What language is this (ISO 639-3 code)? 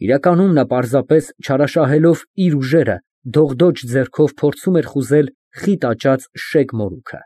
hye